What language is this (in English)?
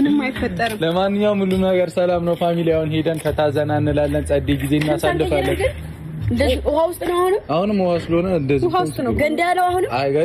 Amharic